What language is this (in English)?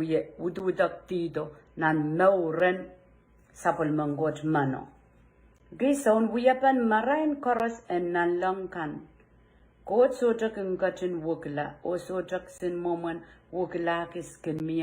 Pohnpeian